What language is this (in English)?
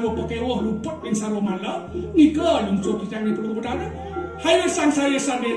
Balinese